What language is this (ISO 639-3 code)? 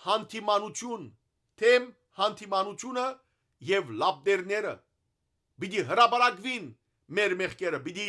hyw